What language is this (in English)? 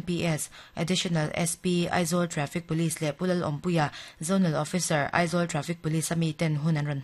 Mizo